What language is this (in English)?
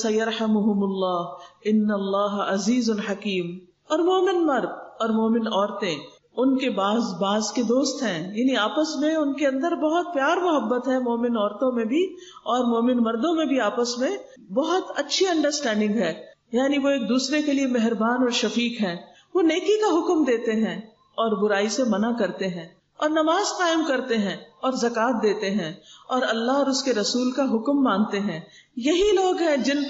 Urdu